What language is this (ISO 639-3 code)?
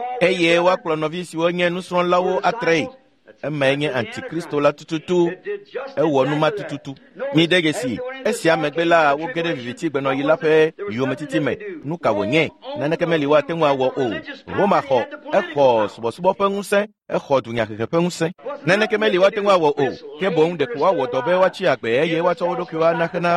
ewe